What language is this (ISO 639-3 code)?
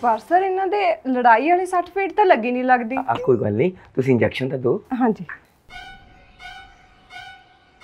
pan